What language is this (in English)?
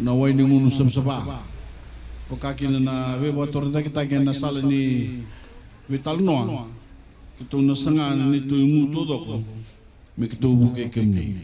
Fijian